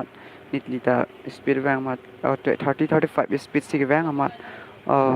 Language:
Karbi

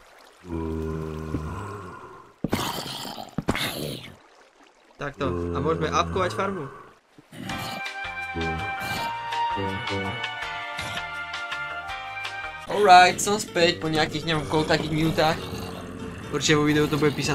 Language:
Slovak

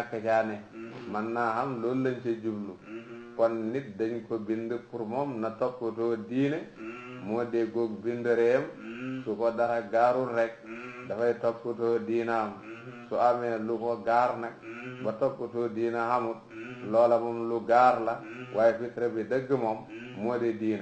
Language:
Wolof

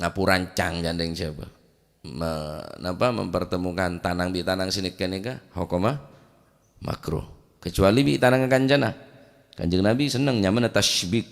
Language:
Madurese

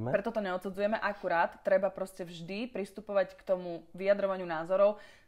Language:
Slovak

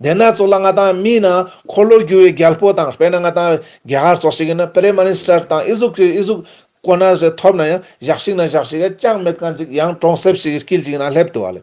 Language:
Ladakhi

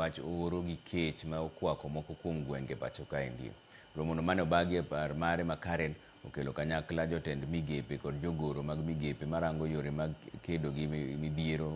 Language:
Luo (Kenya and Tanzania)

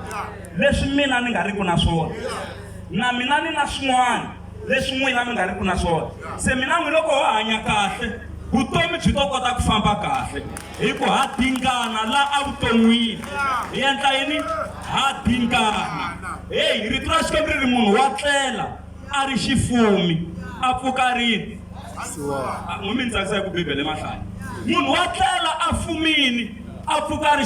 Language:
Tsonga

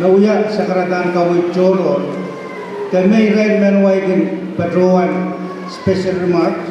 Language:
Pohnpeian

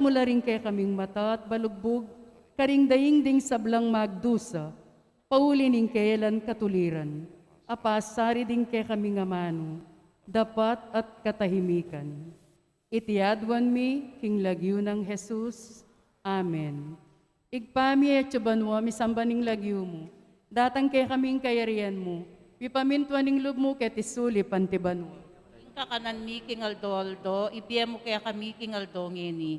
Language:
Pampanga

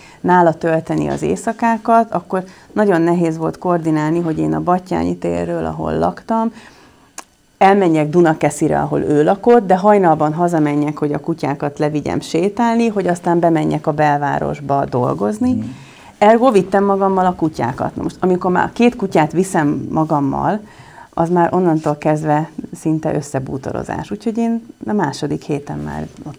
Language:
Hungarian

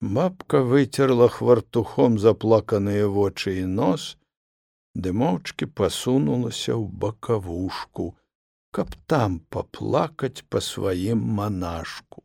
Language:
Belarusian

